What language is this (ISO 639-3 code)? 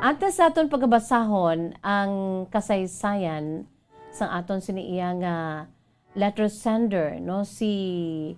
hil